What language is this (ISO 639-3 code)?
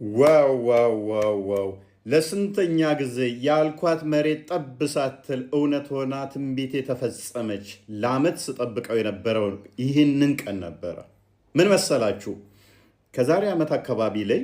amh